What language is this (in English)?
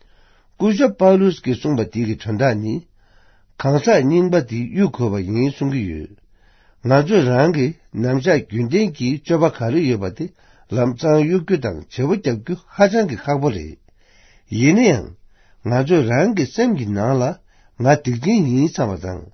Tibetan